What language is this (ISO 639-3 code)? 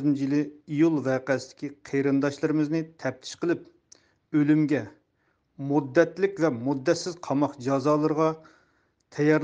uig